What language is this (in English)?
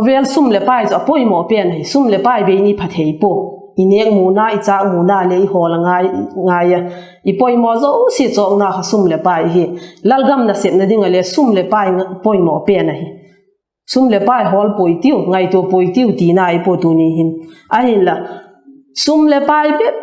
Vaiphei